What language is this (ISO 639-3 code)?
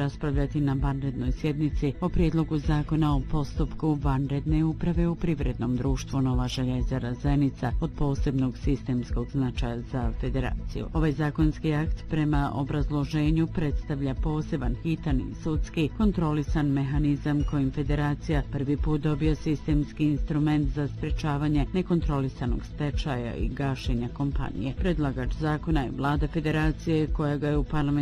bos